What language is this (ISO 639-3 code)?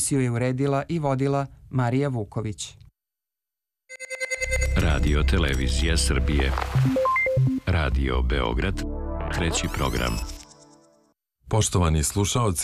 srp